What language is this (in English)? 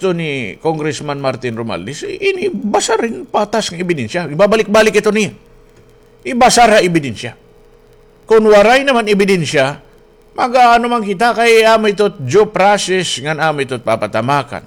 Waray